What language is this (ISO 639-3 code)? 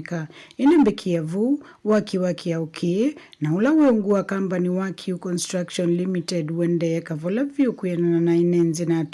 kam